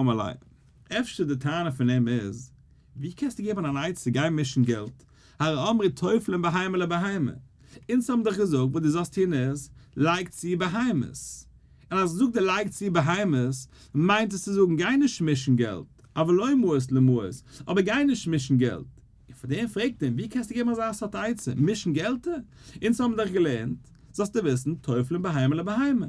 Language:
Yiddish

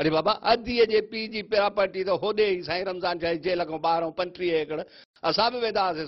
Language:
Sindhi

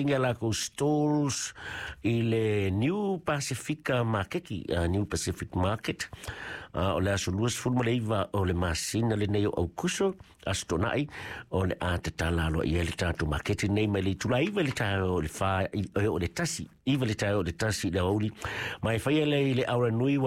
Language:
Samoan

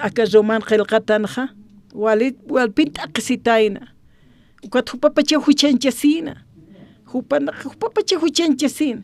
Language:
Aymara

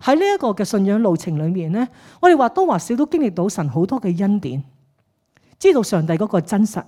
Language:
Cantonese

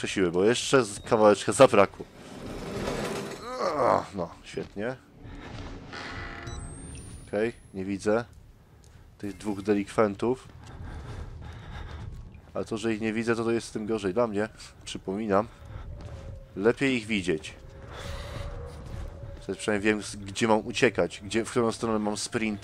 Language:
Polish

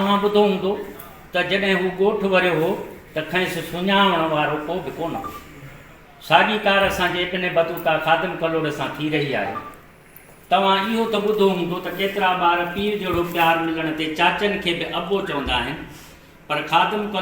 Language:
Sindhi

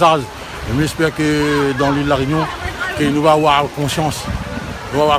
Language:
Réunion Creole French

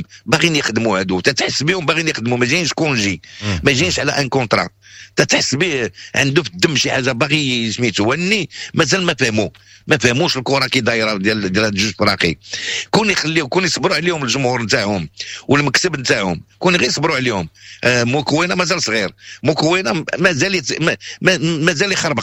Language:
Moroccan Arabic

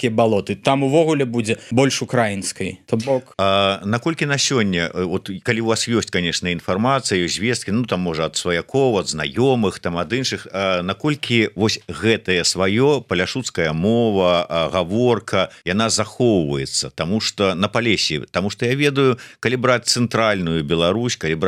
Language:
Belarusian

